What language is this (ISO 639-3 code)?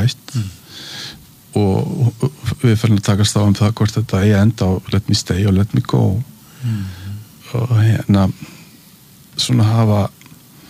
isl